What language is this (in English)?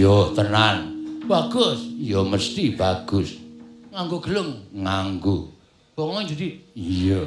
Javanese